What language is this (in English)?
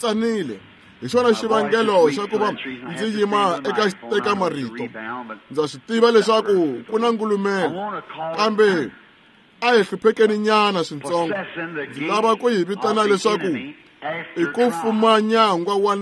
Tsonga